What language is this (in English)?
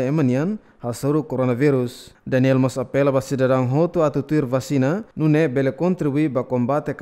Tetum